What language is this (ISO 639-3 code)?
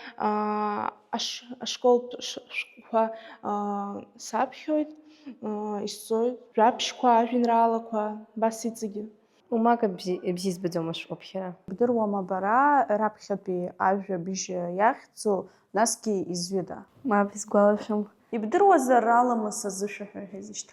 abk